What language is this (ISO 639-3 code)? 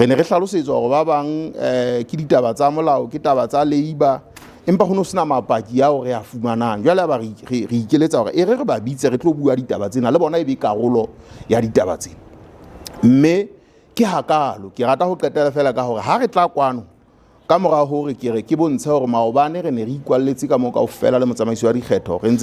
sot